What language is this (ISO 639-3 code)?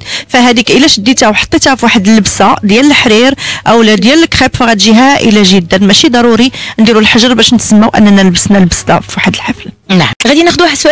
ary